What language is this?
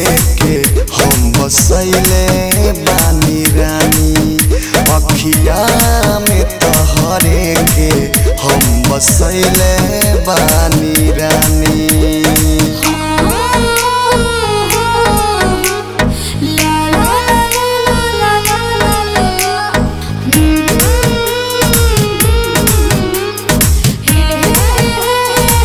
Bhojpuri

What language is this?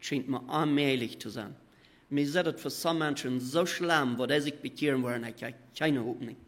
Plautdietsch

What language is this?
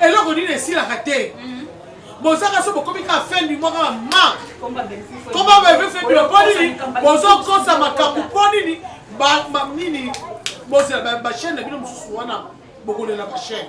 Lingala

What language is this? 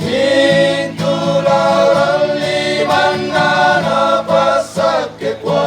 Toraja-Sa'dan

